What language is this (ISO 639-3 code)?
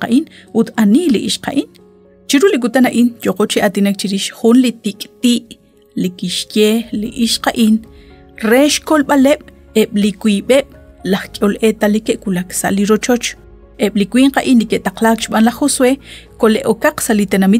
kek